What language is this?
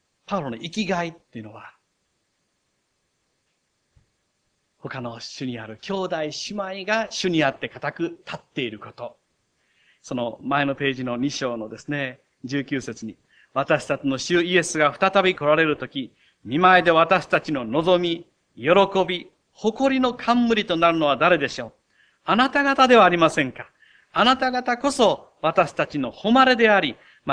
Japanese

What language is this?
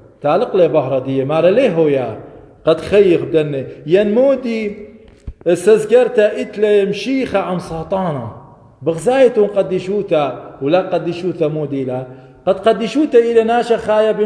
Assyrian Neo-Aramaic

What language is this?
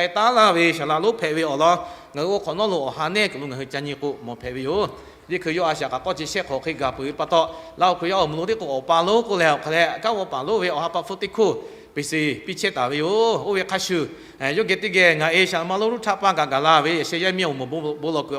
Lahu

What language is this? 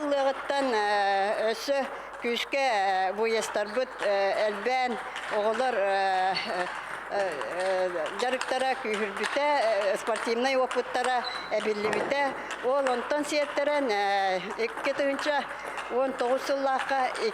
Yakut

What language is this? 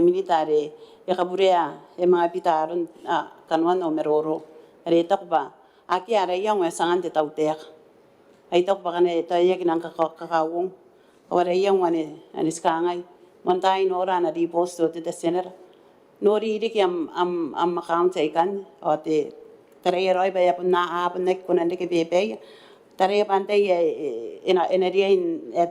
Gilbertese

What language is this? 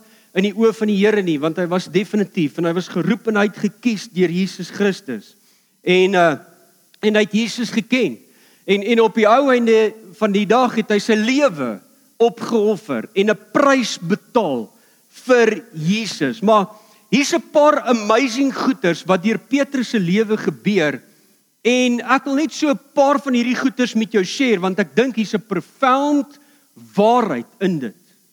Afrikaans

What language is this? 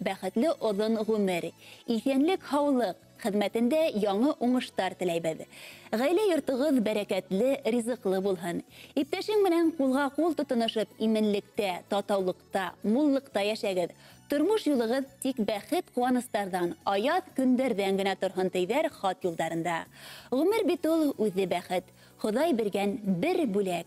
Bashkir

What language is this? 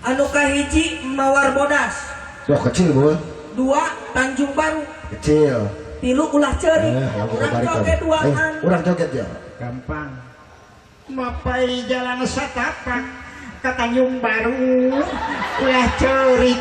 Sundanese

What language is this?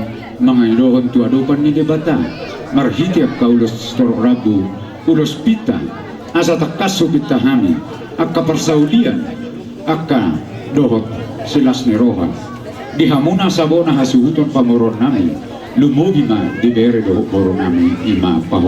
Batak Toba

